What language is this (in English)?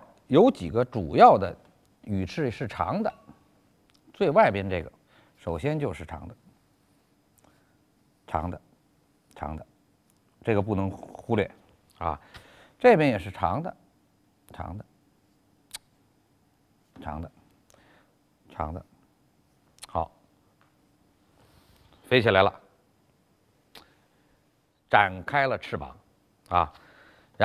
Chinese